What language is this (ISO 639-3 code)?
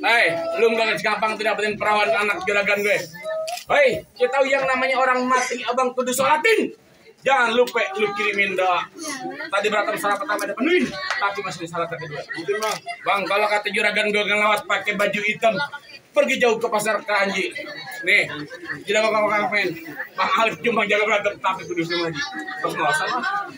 bew